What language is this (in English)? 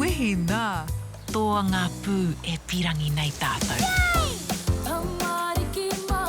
Māori